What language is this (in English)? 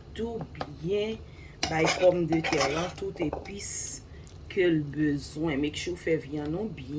Haitian Creole